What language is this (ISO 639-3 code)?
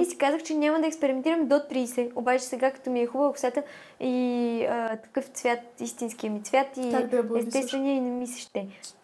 bul